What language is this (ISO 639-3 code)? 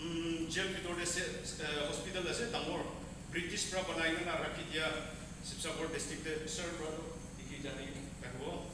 nag